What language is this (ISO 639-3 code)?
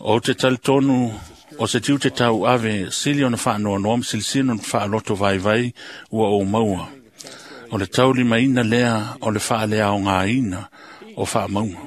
smo